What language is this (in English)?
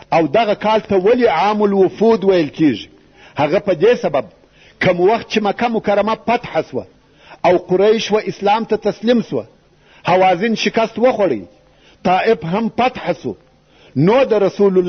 Pashto